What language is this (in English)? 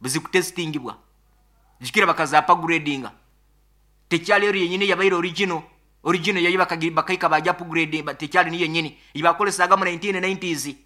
Nyoro